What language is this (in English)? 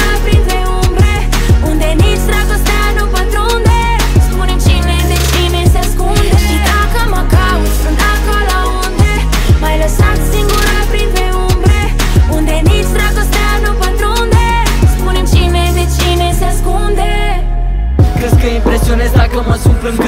Romanian